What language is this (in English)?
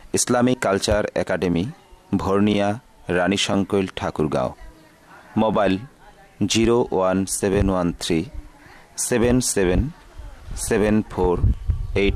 Bangla